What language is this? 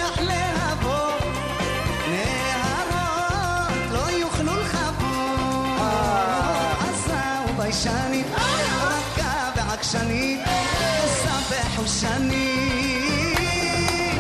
Hebrew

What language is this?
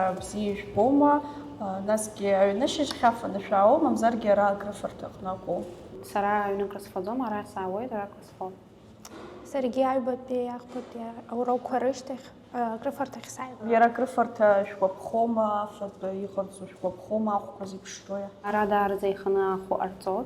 Abkhazian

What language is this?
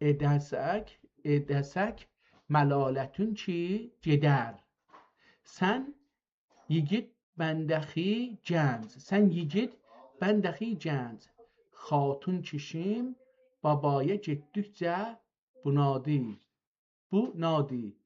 South Azerbaijani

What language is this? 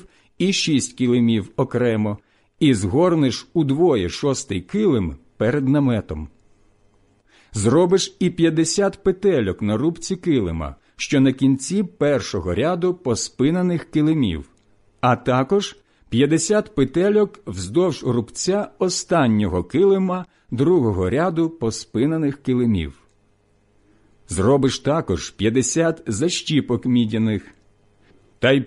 Ukrainian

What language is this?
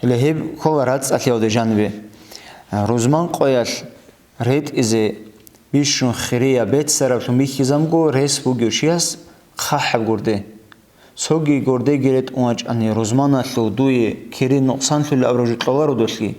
Avaric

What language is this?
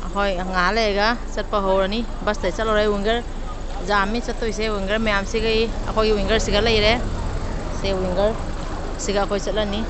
Manipuri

